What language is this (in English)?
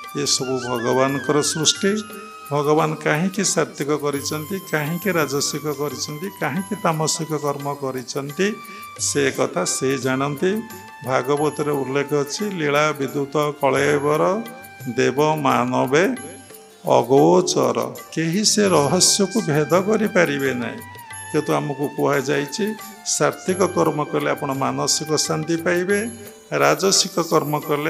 Odia